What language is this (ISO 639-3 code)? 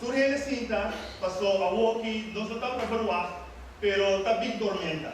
pap